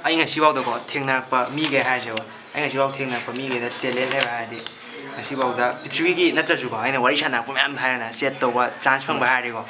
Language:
Manipuri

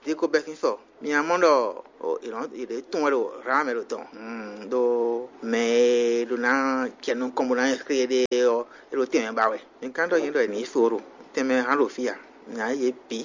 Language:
Fon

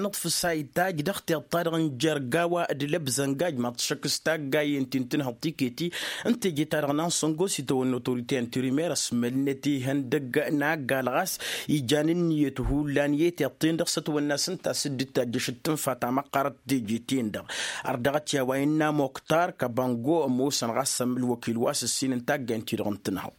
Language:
Tamasheq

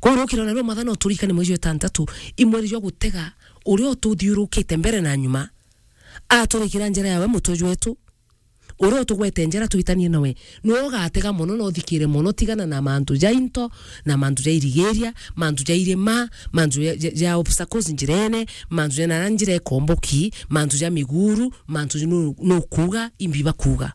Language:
Meru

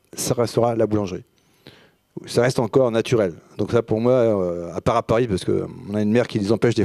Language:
French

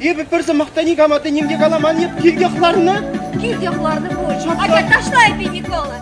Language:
Chuvash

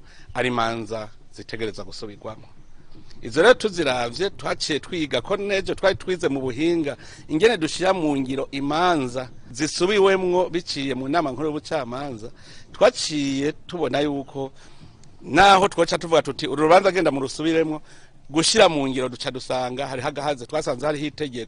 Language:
Rundi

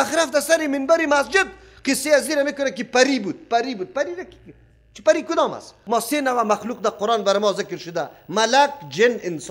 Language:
Persian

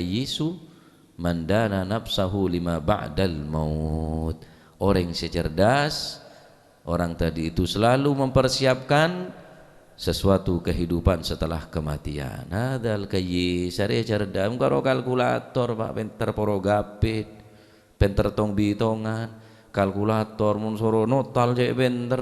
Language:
Madurese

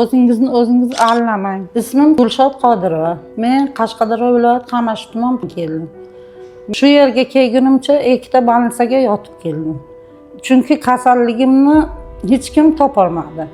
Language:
Uzbek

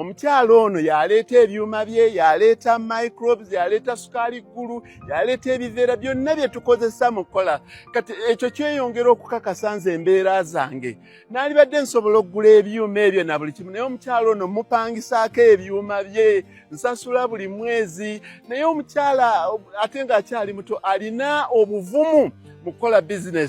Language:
Ganda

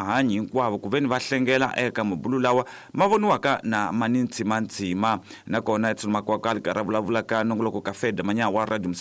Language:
Tsonga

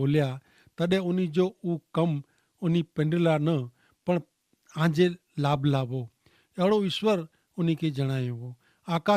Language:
Kachhi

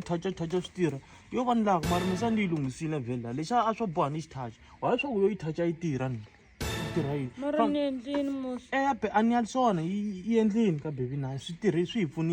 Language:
Tsonga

